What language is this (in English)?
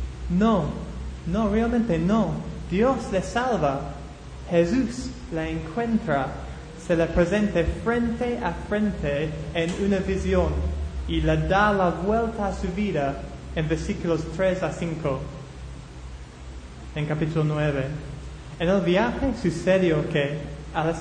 Spanish